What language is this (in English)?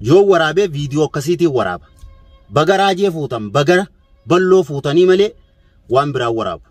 Oromo